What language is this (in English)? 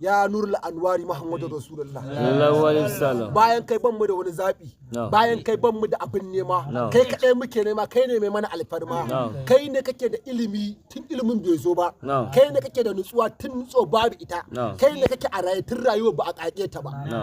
Hausa